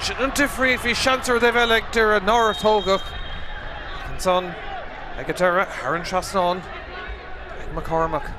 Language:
Irish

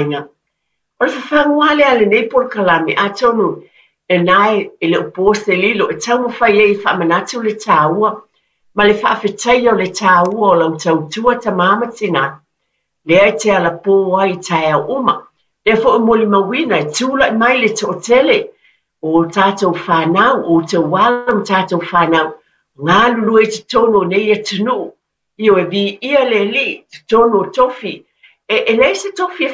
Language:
Samoan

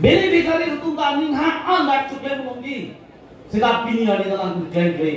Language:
Karbi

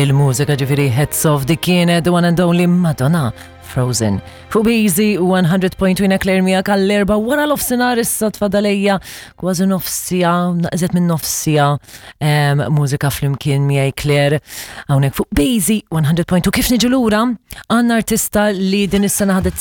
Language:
Maltese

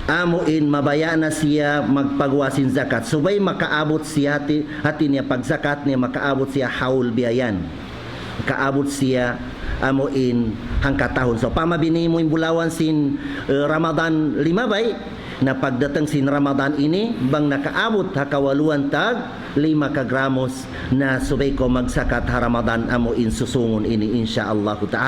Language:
Tausug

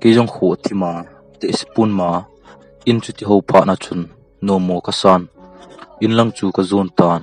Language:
Thado Chin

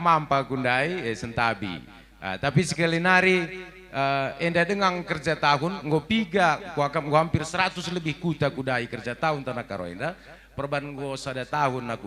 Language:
Batak Karo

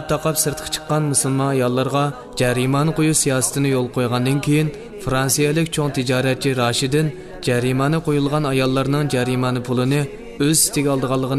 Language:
Uyghur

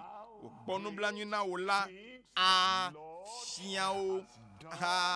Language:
Ewe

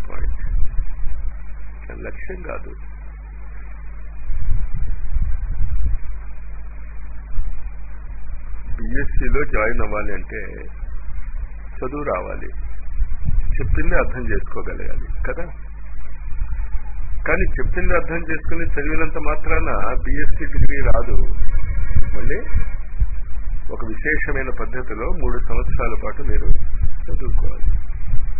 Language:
Telugu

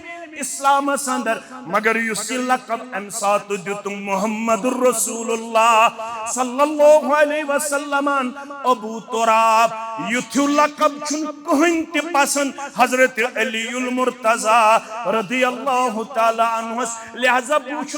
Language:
Kashmiri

